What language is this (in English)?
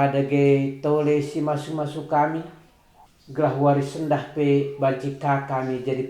Batak Karo